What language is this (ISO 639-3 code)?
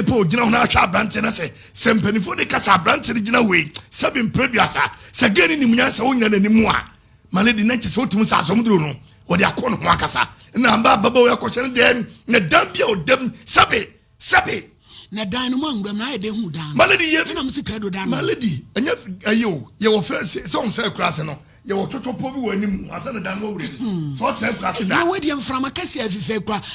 aka